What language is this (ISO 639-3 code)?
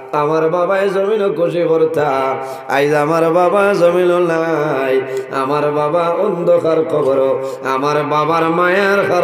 syl